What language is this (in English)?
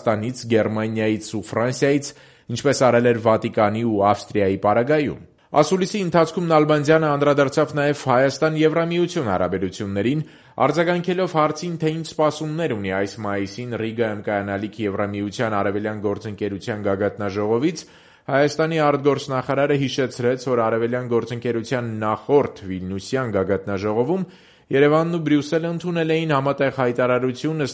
Armenian